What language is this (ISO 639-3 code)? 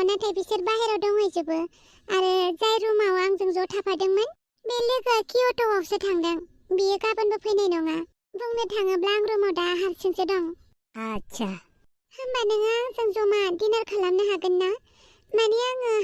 brx